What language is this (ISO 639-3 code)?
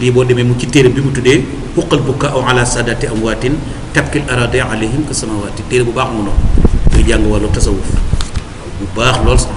wol